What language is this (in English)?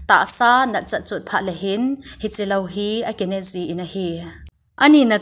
Thado Chin